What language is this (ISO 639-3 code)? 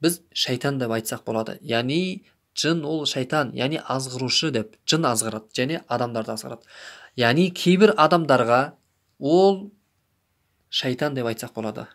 kaz